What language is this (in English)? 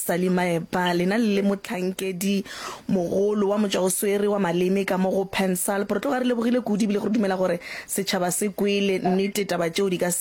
Northern Sotho